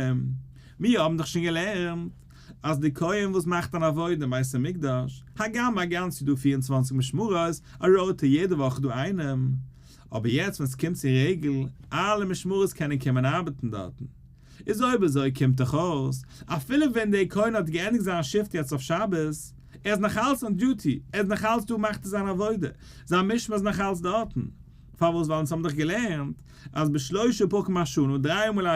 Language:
Yiddish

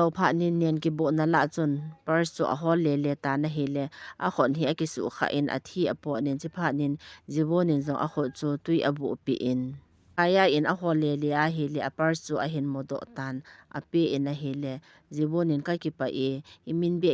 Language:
Thado Chin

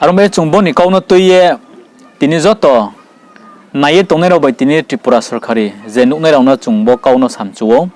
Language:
Riang (India)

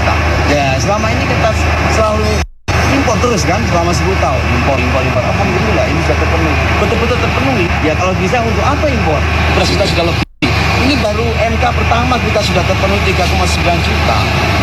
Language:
Indonesian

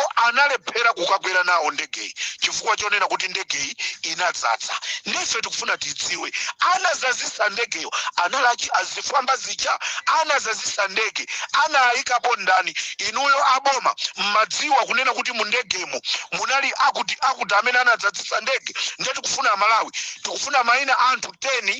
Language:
Nyanja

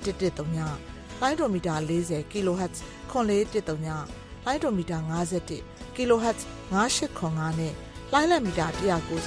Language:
Burmese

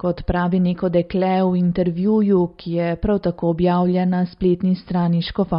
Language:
Slovenian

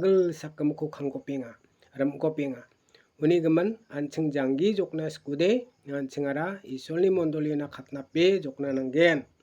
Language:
Garo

